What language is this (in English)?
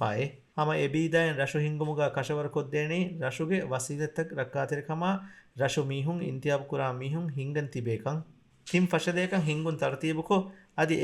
Divehi